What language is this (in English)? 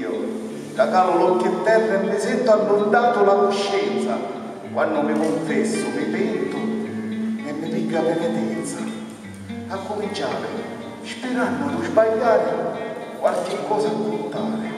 Sicilian